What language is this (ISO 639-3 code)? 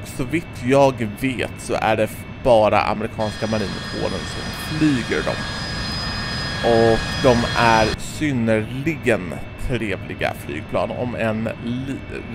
swe